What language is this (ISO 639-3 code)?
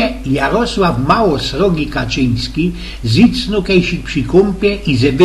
szl